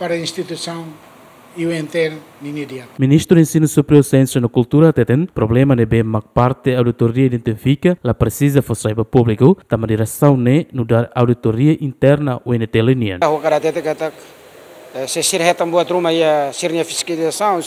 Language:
Tetum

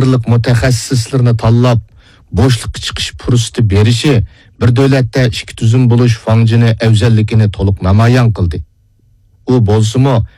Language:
Uyghur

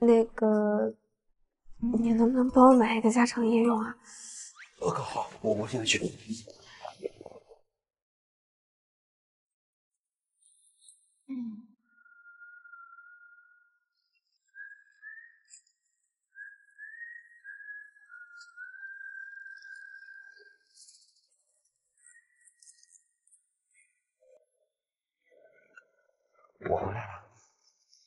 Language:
Chinese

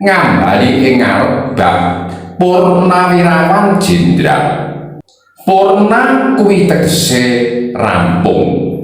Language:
Javanese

